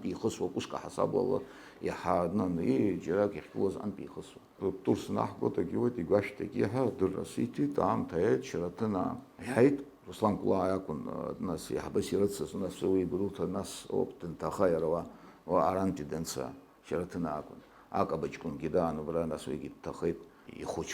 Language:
Abkhazian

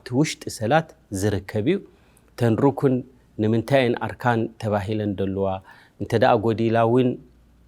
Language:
Tigrinya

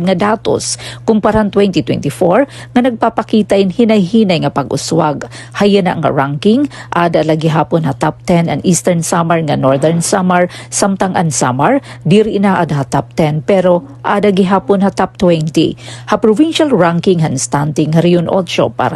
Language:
Waray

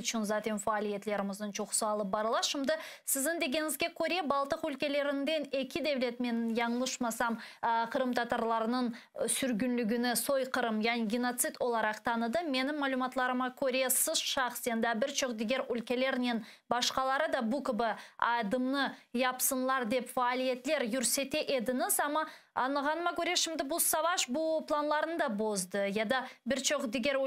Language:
Crimean Tatar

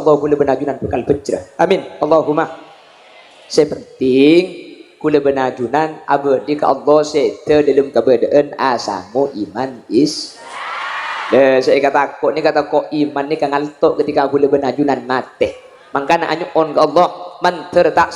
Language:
Madurese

